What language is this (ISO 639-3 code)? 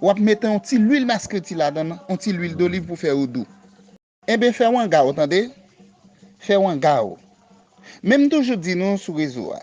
hat